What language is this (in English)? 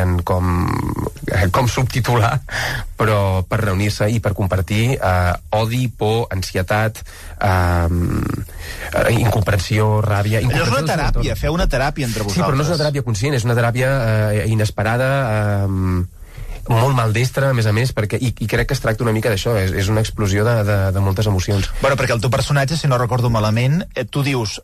Catalan